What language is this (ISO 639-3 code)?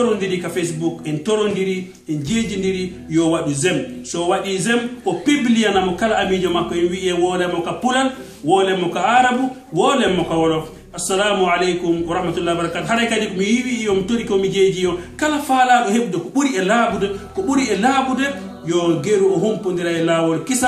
fuf